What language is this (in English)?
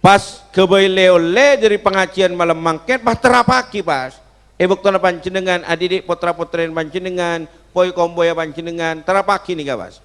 Madurese